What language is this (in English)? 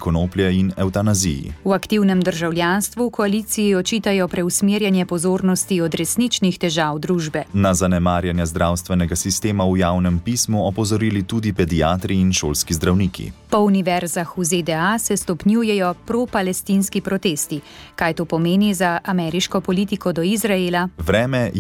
Slovenian